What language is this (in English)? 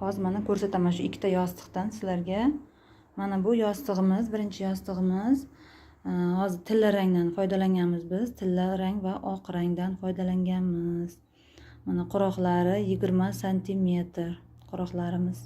Uzbek